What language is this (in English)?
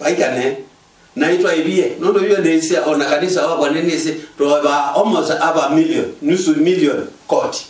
Kamba